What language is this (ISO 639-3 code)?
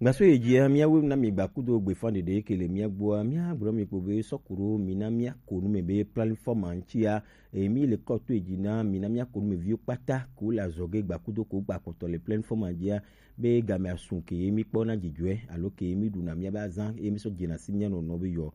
gej